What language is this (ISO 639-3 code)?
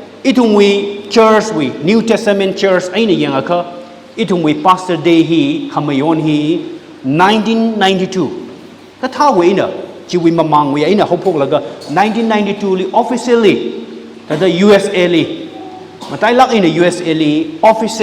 nmf